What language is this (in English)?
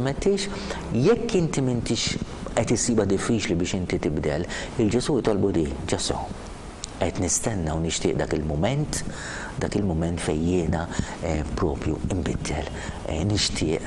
Maltese